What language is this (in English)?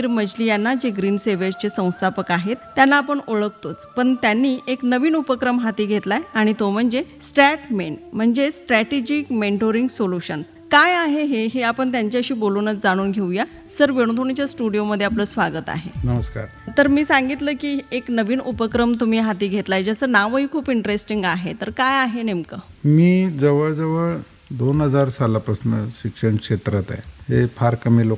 Marathi